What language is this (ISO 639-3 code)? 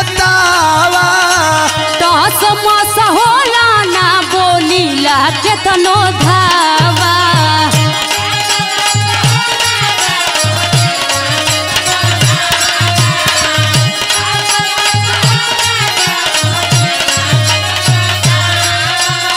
bho